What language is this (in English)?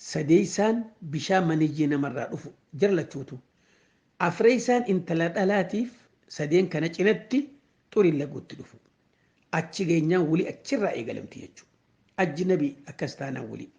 Oromo